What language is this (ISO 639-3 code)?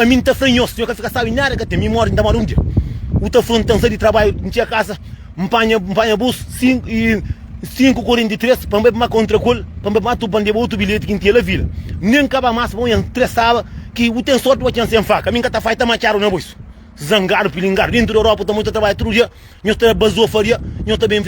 kea